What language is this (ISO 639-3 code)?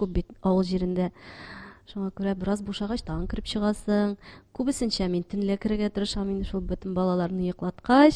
tat